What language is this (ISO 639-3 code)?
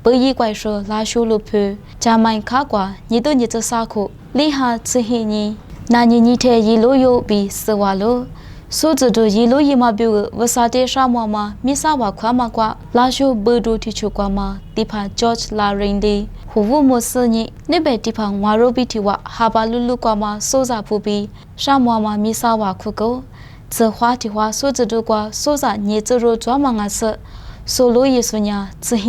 lis